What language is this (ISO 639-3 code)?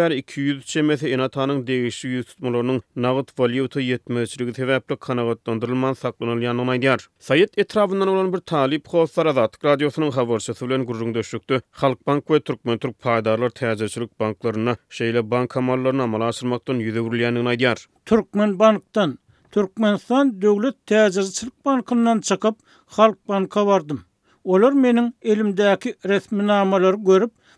tuk